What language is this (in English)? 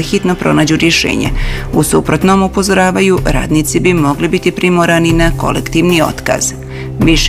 Bosnian